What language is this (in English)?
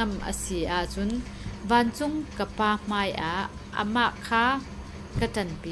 Falam Chin